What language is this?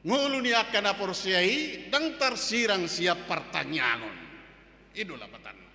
Batak Toba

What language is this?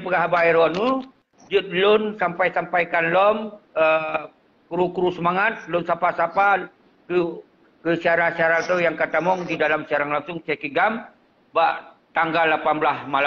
Achinese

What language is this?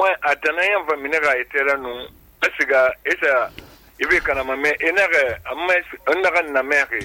Susu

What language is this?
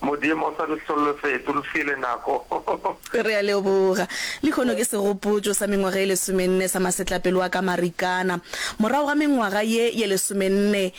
Northern Sotho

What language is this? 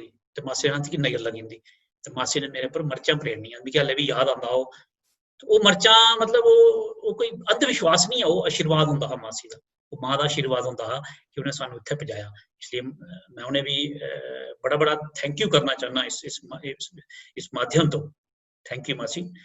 Dogri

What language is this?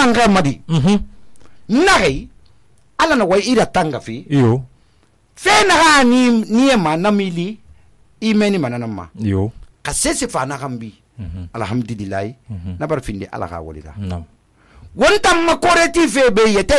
Susu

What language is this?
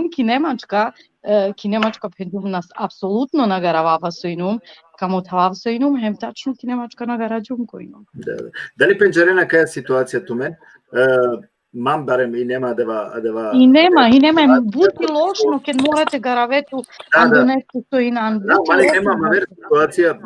Balkan Romani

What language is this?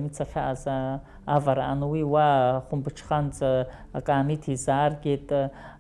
Abkhazian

